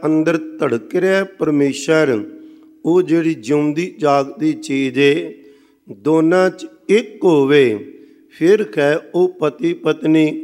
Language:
Punjabi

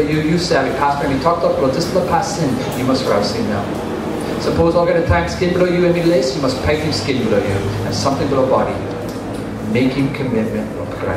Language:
Tok Pisin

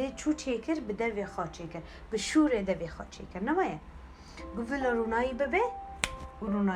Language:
Kurdish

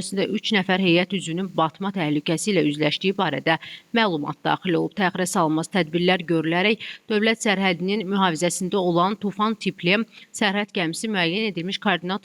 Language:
Azerbaijani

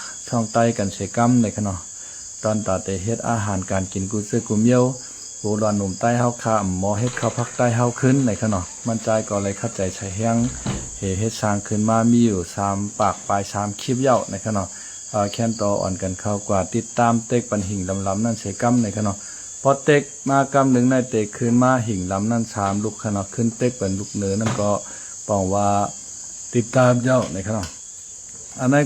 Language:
Shan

